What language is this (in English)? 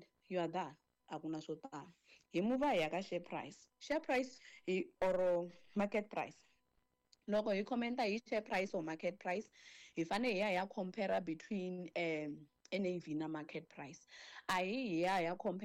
Tsonga